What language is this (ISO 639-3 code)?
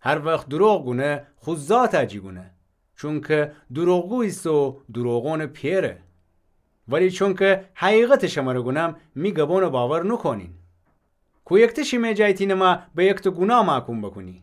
glk